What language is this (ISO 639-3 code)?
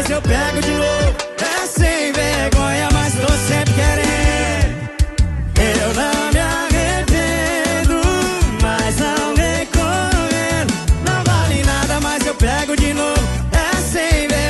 por